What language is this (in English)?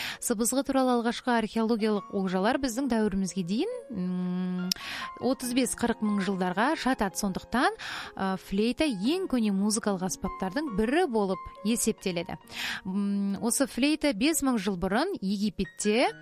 Kazakh